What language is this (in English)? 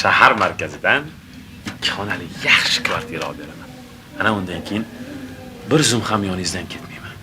Uzbek